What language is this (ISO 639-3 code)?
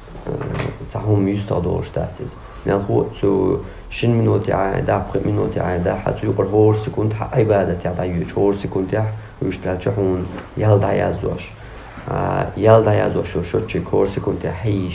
che